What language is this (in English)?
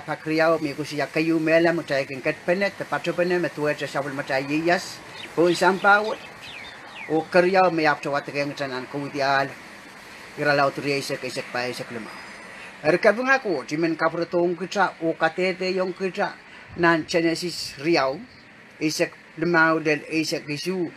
Pohnpeian